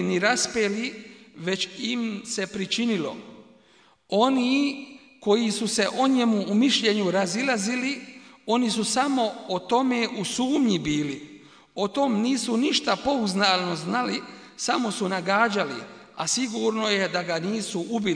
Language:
Bosnian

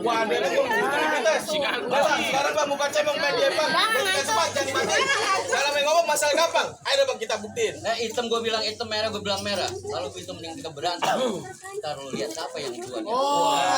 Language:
Betawi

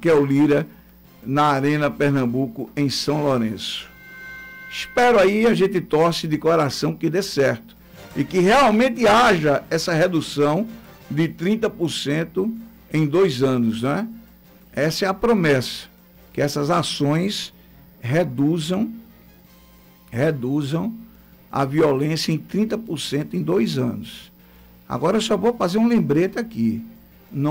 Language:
Portuguese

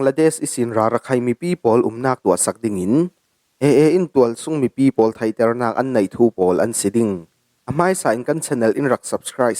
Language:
Falam Chin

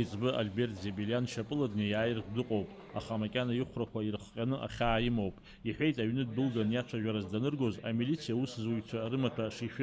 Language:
Abkhazian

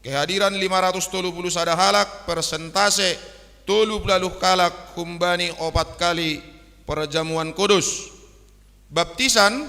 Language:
Batak Simalungun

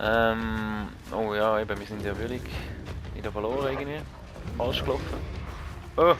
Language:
Swiss German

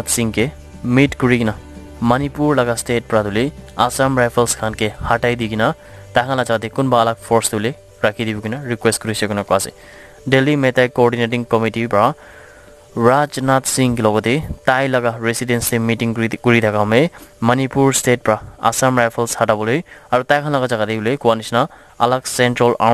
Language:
Naga Pidgin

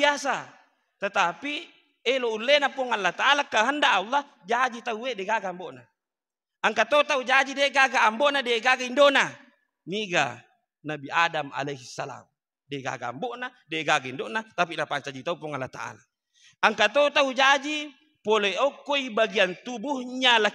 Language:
Buginese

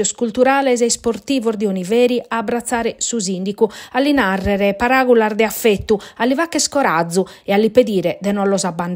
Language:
Sardinian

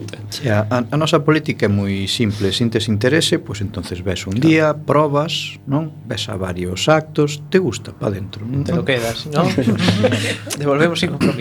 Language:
Galician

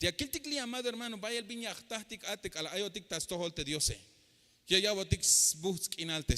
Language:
Tzeltal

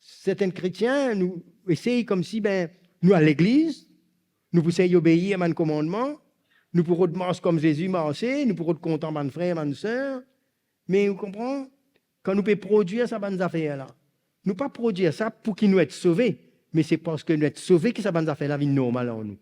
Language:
Morisyen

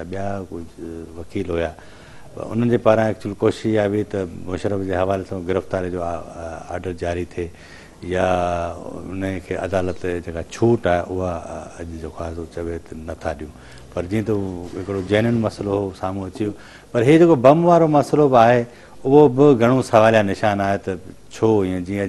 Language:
Sindhi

